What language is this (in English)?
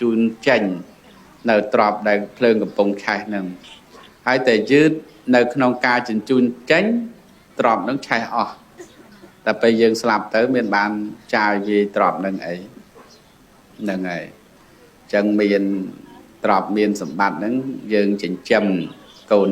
Khmer